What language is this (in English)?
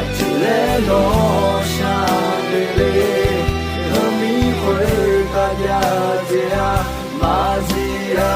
Akha